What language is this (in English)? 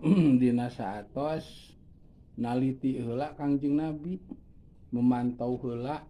Sundanese